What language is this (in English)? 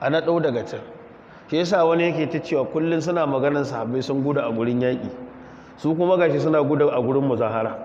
Hausa